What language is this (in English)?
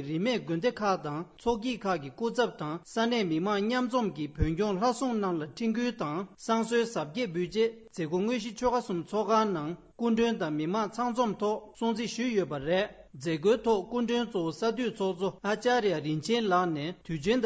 Tibetan